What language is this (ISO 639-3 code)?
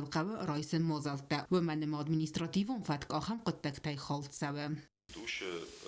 oss